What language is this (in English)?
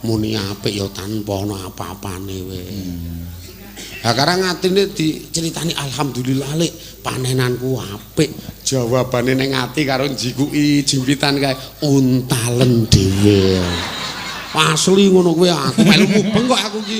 Javanese